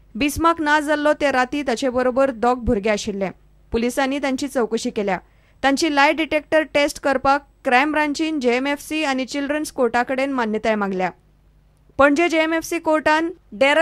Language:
Konkani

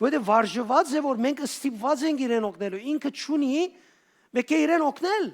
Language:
Western Armenian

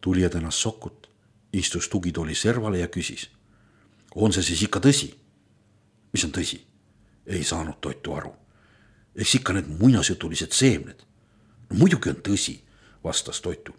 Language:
Estonian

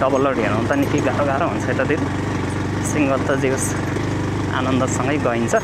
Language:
Nepali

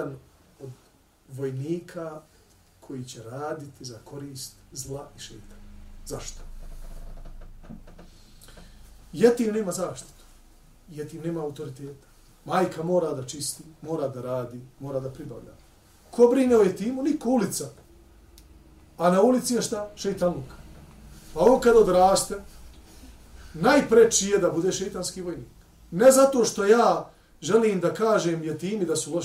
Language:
Bosnian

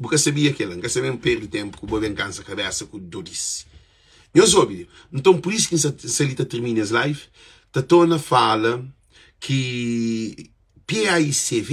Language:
Kabuverdianu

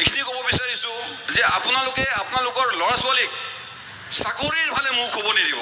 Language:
Assamese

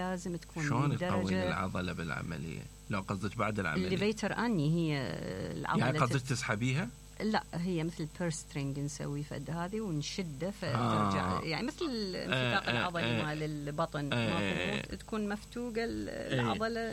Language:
Mesopotamian Arabic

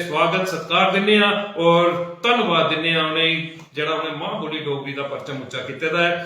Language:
Dogri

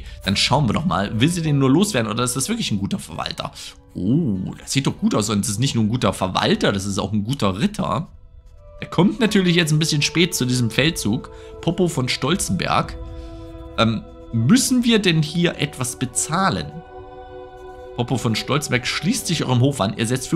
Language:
German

